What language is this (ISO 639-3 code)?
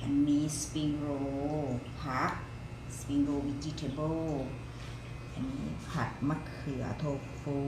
lao